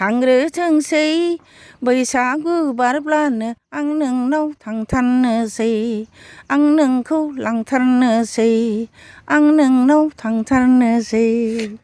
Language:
Bodo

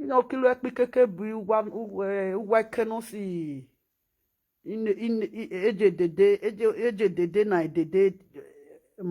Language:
Nigerian Pidgin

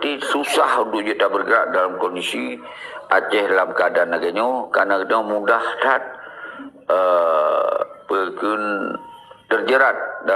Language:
Achinese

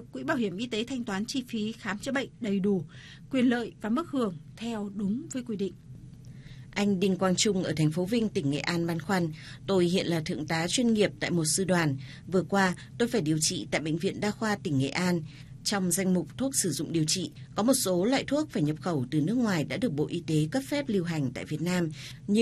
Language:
Vietnamese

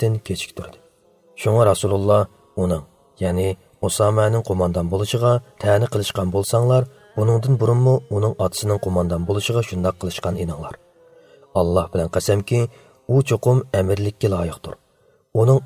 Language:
Uyghur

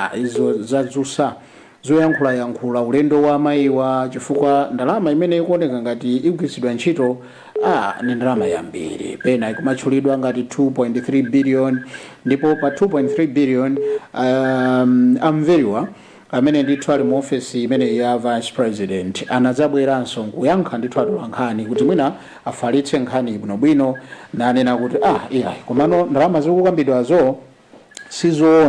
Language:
Nyanja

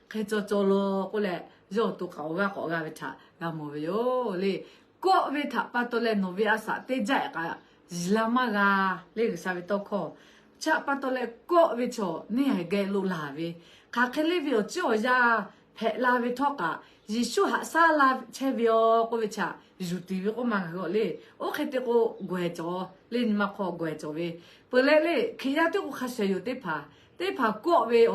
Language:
Lahu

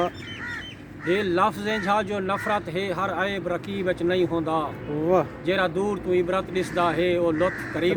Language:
Saraiki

